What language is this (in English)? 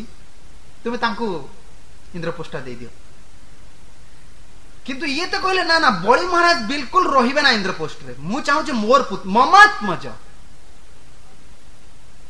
Odia